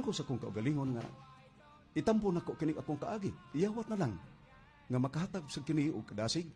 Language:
Cebuano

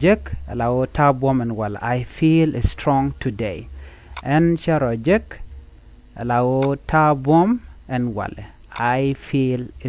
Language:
Nuer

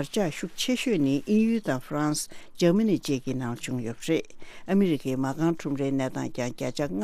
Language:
Tibetan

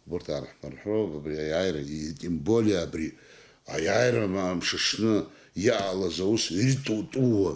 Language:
Abkhazian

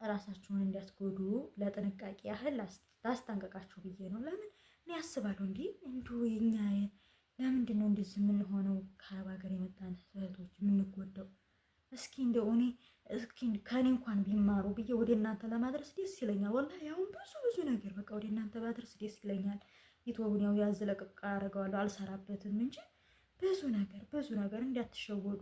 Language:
Amharic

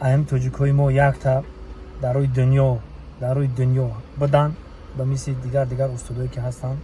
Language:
Tajik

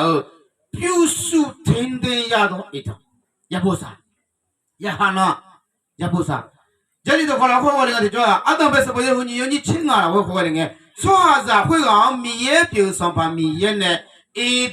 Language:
Akha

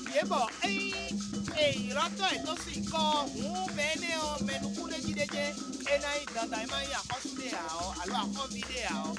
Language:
Fon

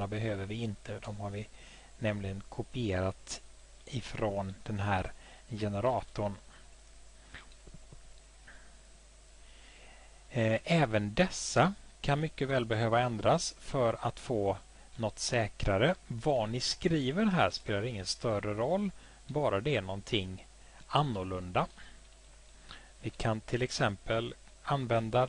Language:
Swedish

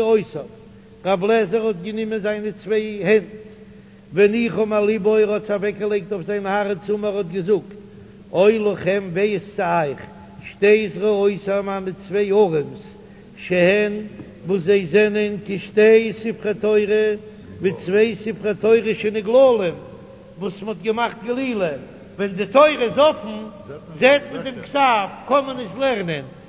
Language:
Yiddish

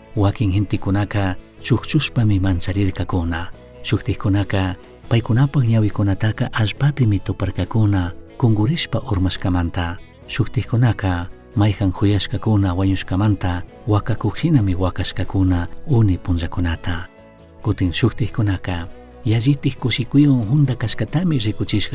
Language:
Chimborazo Highland Quichua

